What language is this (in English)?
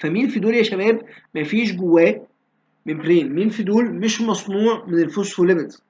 Egyptian Arabic